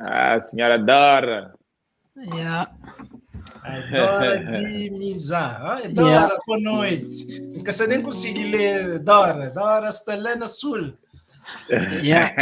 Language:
Kabuverdianu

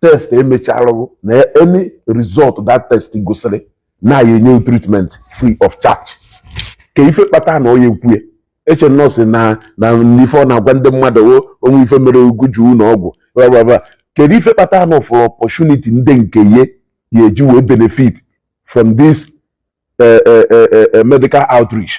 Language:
Igbo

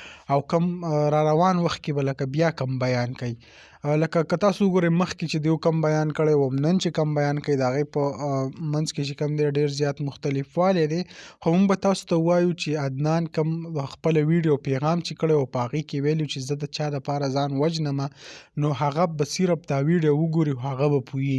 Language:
Pashto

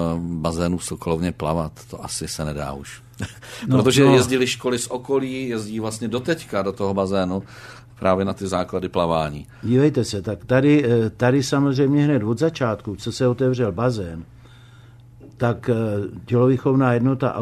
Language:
Czech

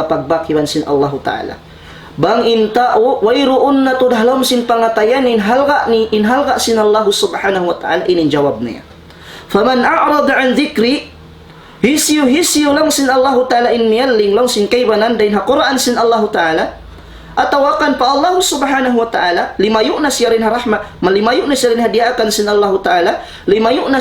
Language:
Tausug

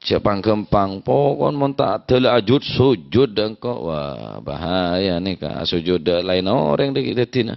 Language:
Madurese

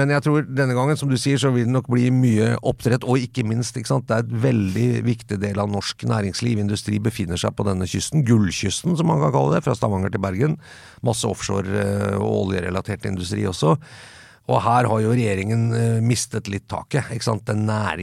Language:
Norwegian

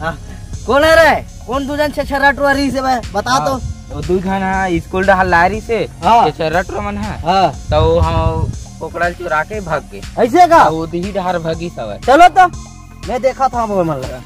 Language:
Chhattisgarhi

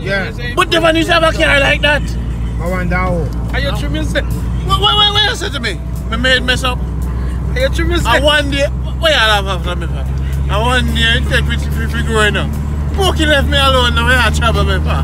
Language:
Jamaican Creole English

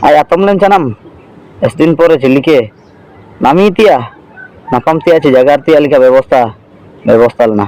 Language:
Ho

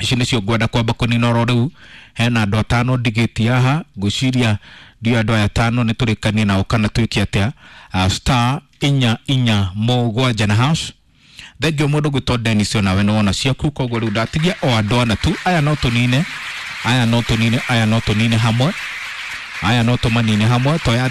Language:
Kikuyu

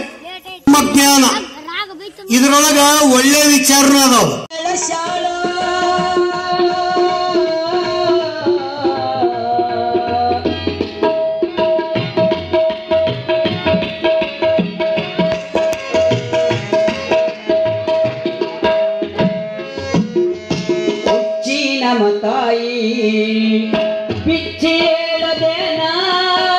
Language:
Kannada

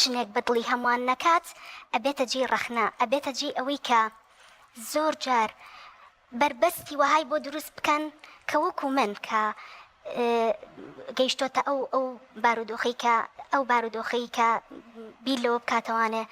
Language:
Central Kurdish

